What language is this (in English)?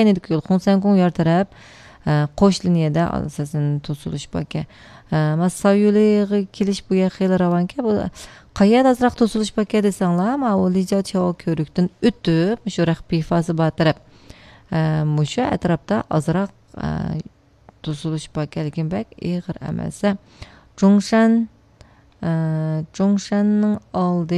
Uyghur